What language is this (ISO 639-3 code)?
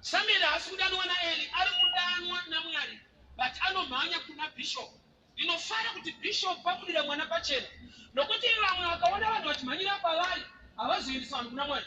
sna